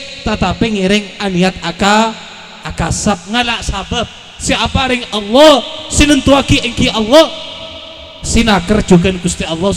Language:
Madurese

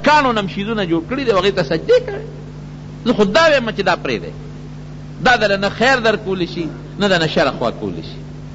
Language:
Pashto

